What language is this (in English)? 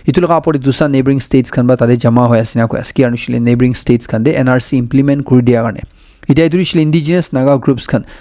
Naga Pidgin